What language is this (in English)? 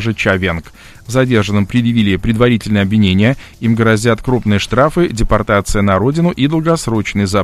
Russian